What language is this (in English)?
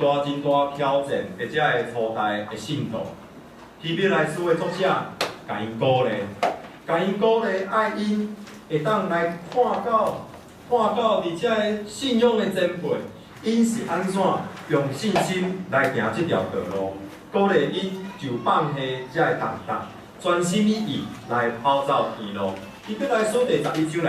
Min Nan Chinese